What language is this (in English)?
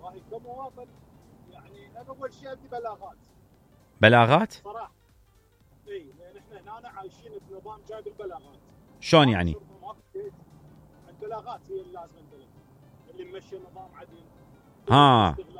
Mesopotamian Arabic